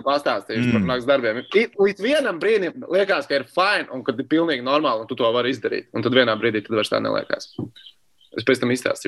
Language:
Latvian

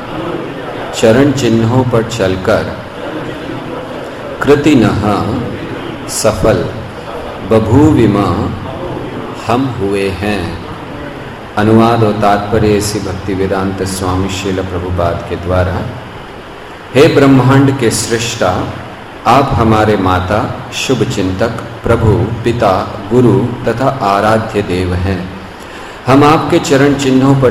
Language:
Hindi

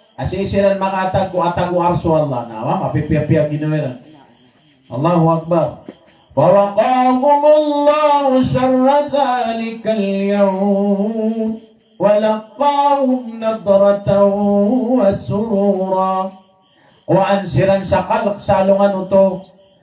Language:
Maranao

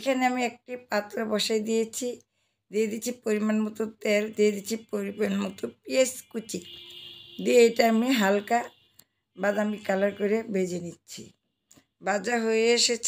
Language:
Bangla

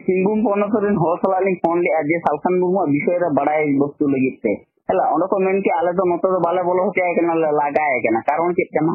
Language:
Santali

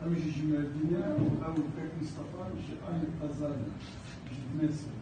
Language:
Kurdish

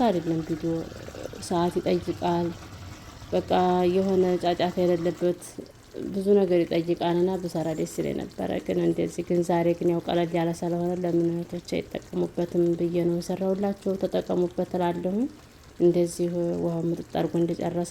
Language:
Amharic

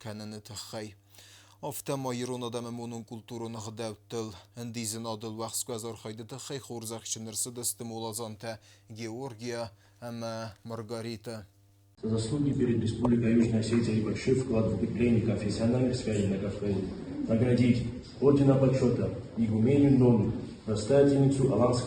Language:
Ossetic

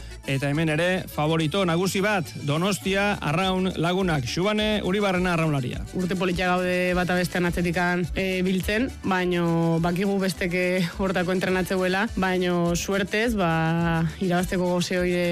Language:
Basque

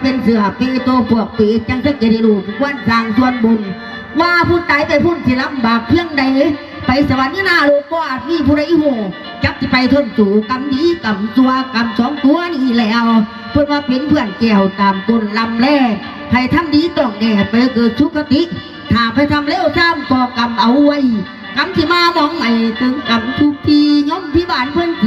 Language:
Northeastern Thai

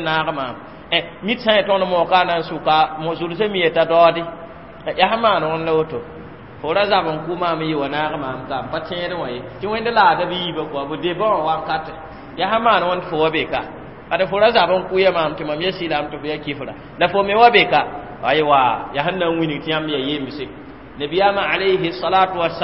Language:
Mossi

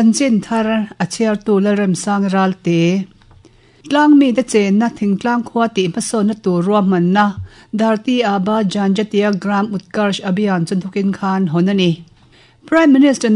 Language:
Mizo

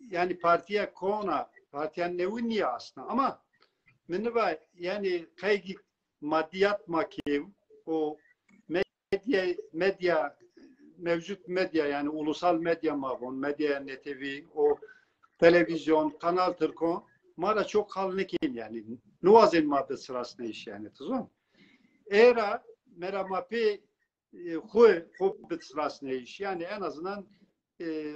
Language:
Zaza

